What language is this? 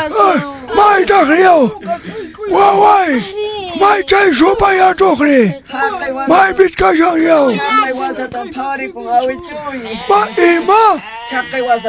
Quechua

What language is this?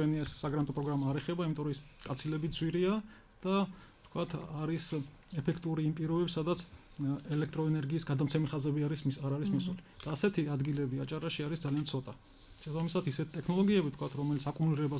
Georgian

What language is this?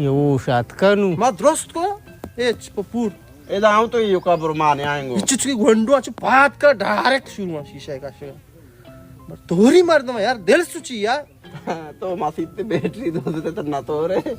Baluchi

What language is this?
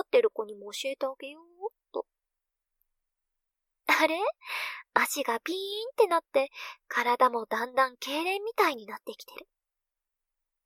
Japanese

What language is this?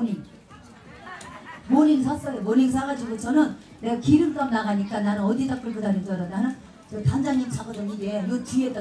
Korean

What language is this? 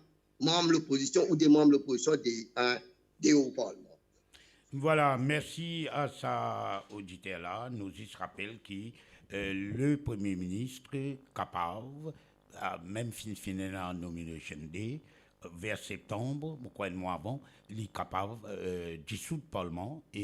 Morisyen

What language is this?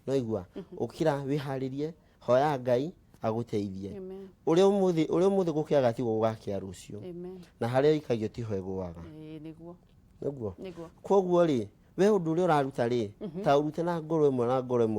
Kikuyu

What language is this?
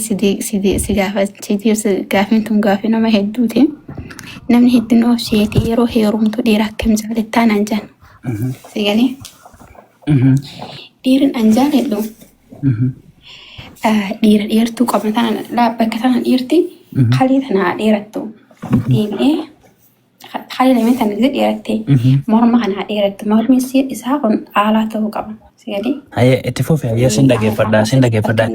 Oromo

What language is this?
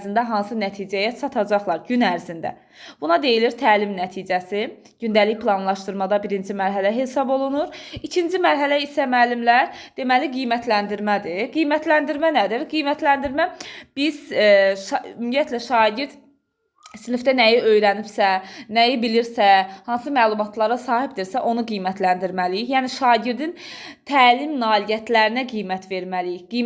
Azerbaijani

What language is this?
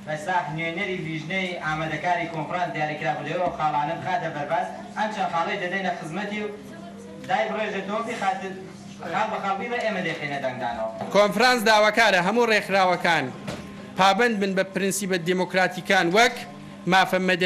Central Kurdish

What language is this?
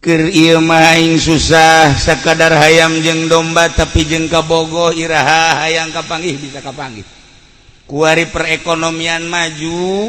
Sundanese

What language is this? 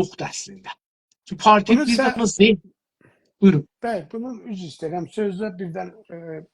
South Azerbaijani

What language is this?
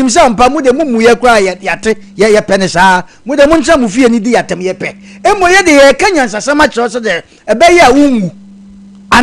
Akan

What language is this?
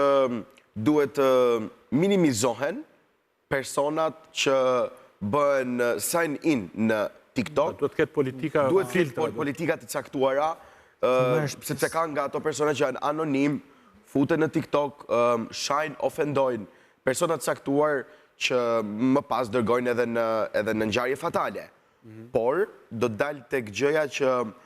Albanian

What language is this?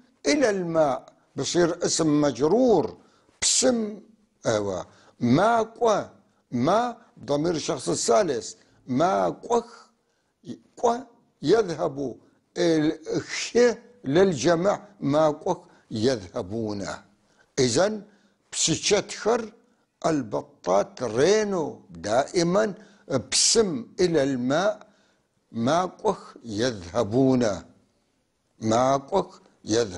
North Levantine Arabic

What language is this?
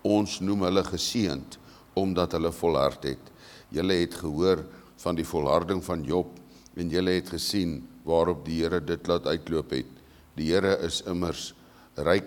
Afrikaans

